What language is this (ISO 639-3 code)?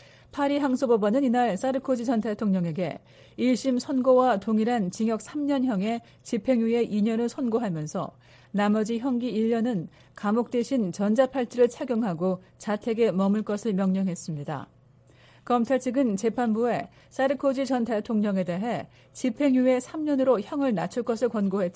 kor